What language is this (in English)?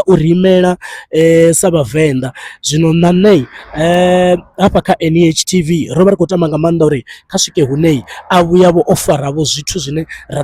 Venda